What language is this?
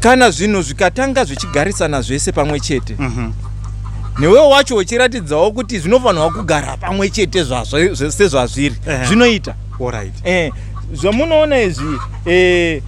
Shona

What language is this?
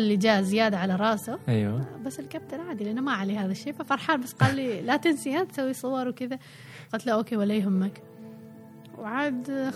Gulf Arabic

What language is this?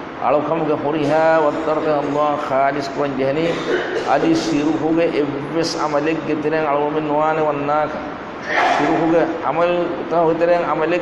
Divehi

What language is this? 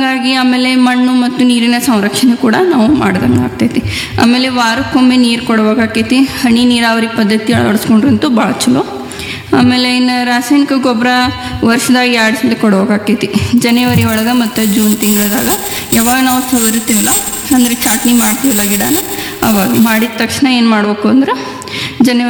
Kannada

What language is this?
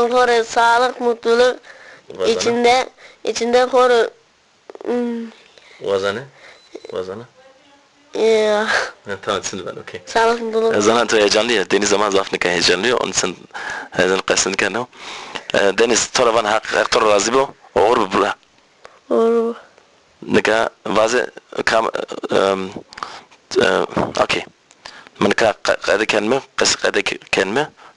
Zaza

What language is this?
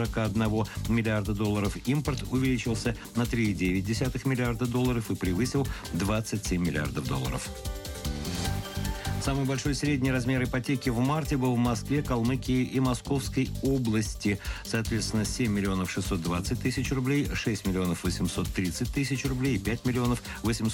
Russian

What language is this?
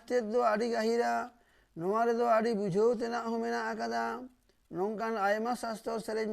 Santali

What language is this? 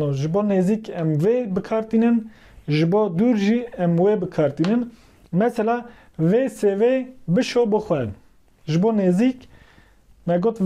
Kurdish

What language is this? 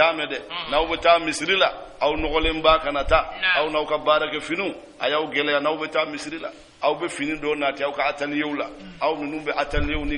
Bambara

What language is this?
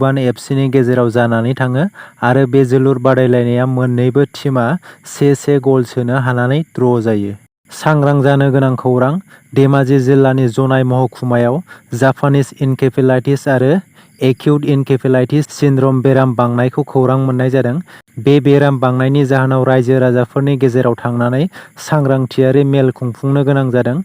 Bodo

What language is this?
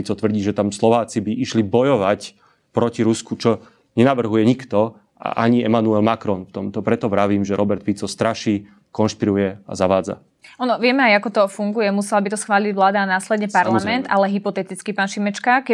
Slovak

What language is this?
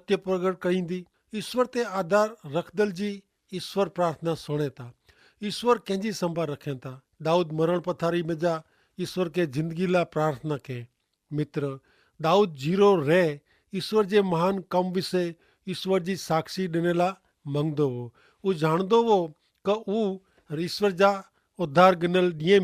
Kachhi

